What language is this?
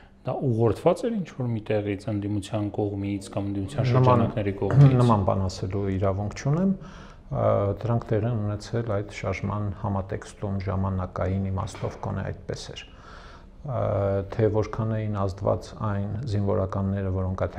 Armenian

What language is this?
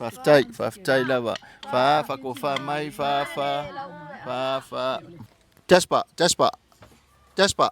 Samoan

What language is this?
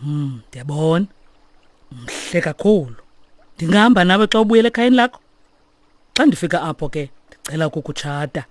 Xhosa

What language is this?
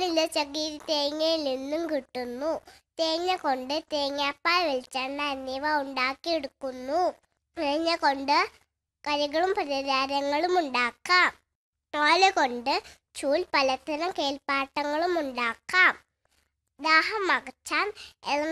Malayalam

